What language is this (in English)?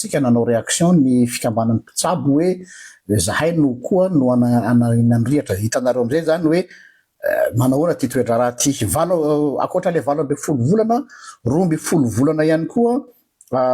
Malagasy